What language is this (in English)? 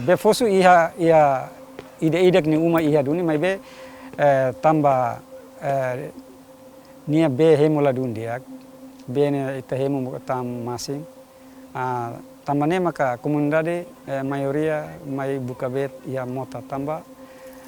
Tetum